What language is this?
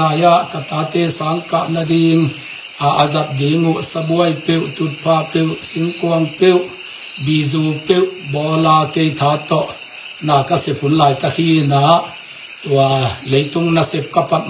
Tedim Chin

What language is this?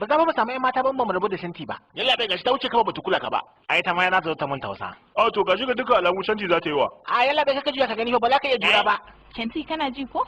Hausa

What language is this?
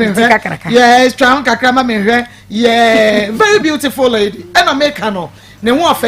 Akan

